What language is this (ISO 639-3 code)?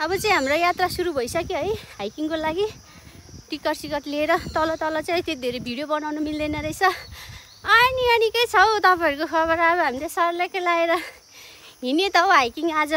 nep